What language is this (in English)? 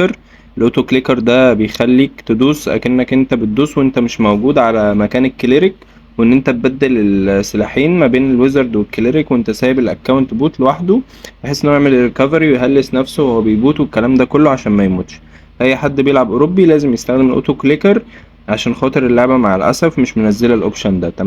Egyptian Arabic